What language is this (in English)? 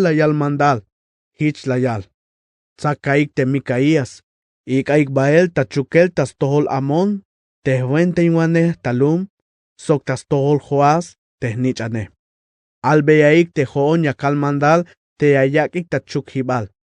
Tzeltal